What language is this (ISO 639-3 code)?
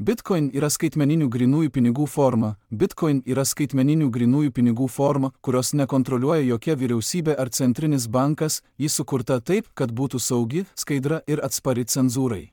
lit